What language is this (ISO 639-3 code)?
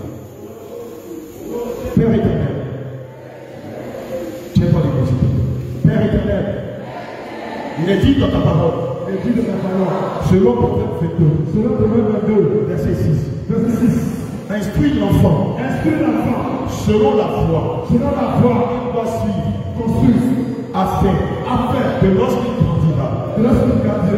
fra